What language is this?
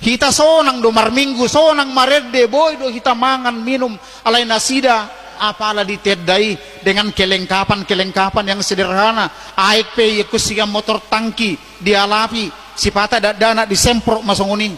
Batak Toba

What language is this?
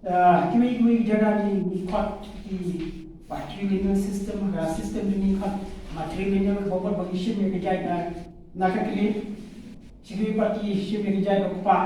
Khasi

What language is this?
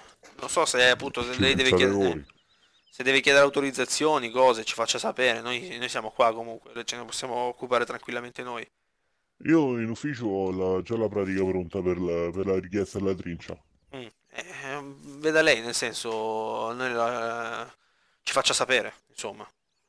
Italian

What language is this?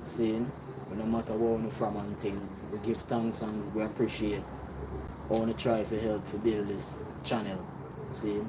Jamaican Creole English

